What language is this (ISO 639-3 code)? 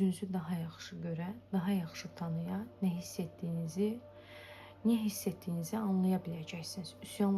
aze